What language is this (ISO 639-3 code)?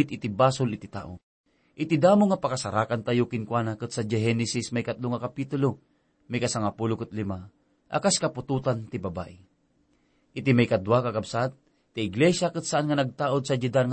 ilo